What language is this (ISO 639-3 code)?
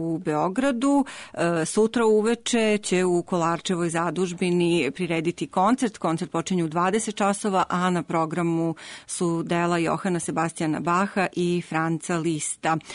srp